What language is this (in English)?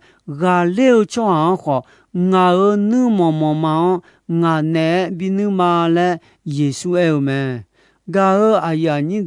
Akha